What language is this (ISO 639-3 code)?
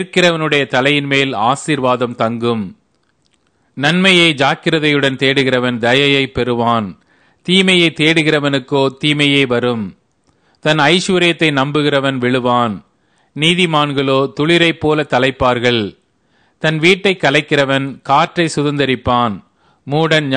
tam